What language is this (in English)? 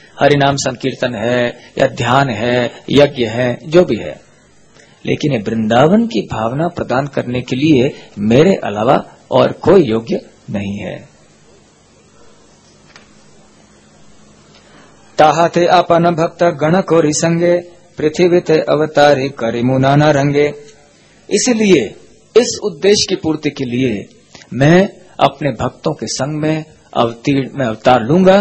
Hindi